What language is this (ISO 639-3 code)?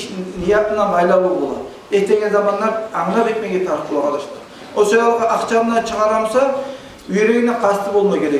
kum